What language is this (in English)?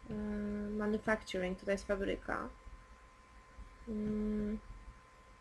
Polish